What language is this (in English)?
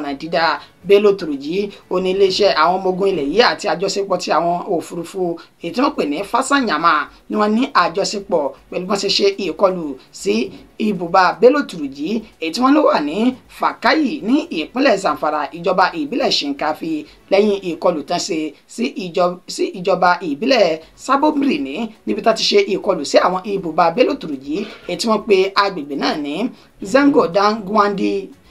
Yoruba